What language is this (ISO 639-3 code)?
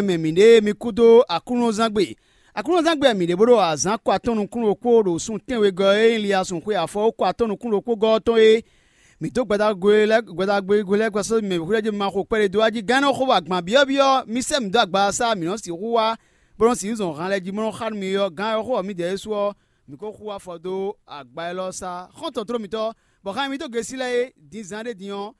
fon